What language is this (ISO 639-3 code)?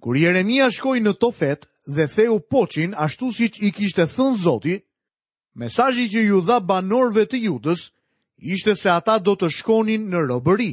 sqi